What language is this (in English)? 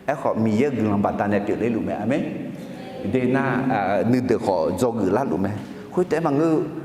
Akha